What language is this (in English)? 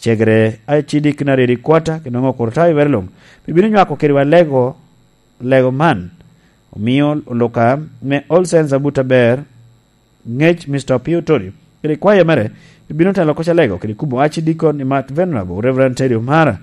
Lango (Uganda)